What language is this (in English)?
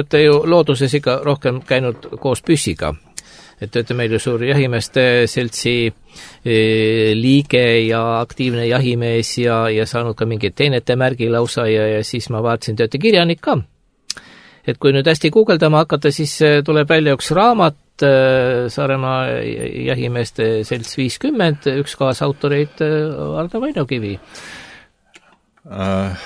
Estonian